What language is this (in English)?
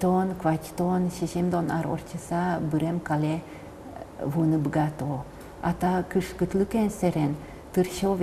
Udmurt